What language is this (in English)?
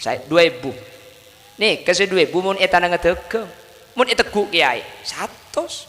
Madurese